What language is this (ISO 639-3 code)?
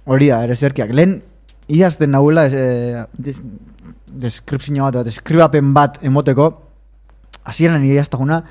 eus